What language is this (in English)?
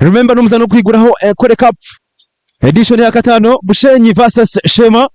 Nyankole